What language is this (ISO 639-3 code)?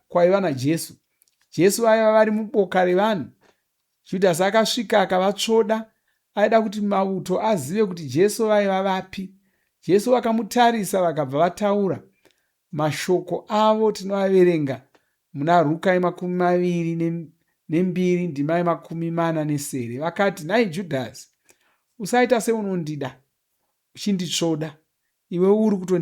sna